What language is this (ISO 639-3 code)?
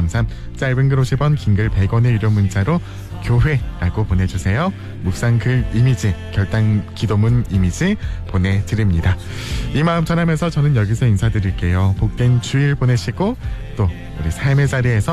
kor